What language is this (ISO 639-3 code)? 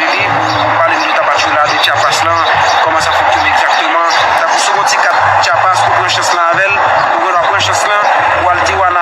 hat